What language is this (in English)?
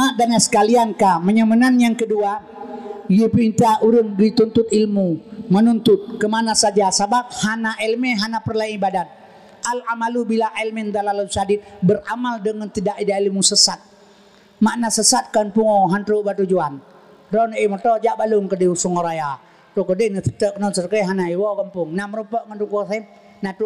Achinese